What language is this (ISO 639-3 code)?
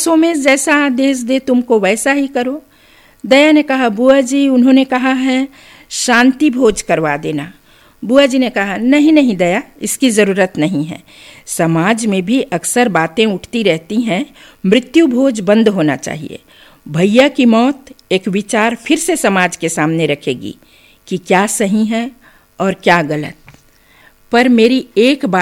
hin